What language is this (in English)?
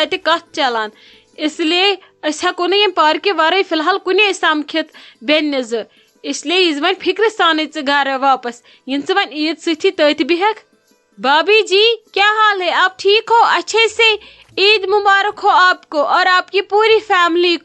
Kashmiri